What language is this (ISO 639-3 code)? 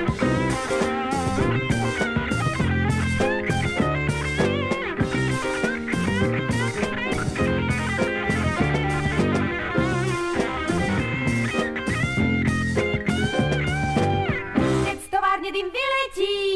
slk